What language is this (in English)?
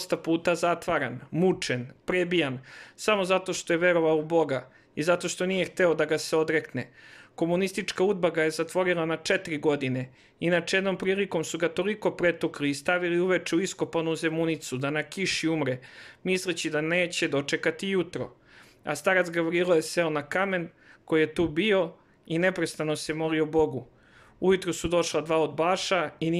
Serbian